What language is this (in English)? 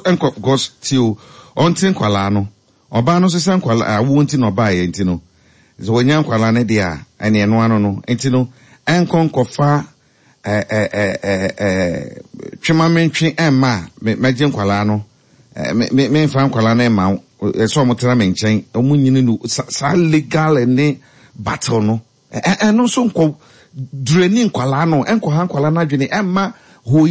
Akan